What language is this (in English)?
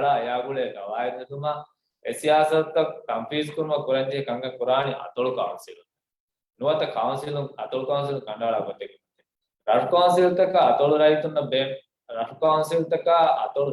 Divehi